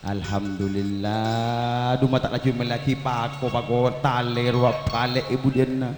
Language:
Madurese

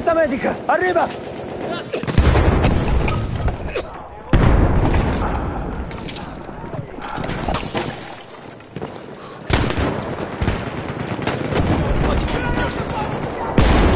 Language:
Italian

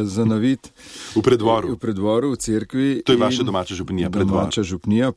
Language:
Slovenian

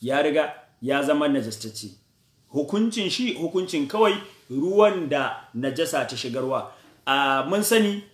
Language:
Hausa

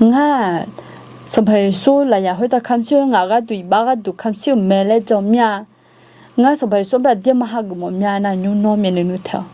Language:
Akha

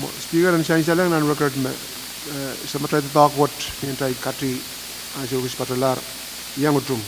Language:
Pohnpeian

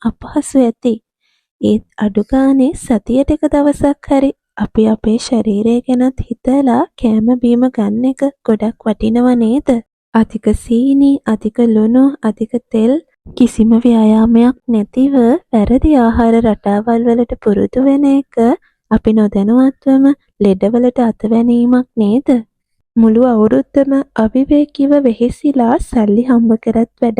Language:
Sinhala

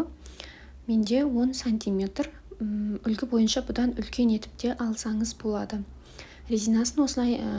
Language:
Kazakh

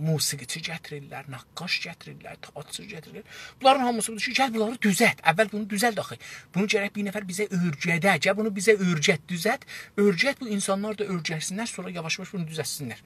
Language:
South Azerbaijani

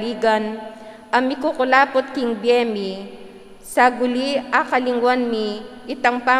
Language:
Pampanga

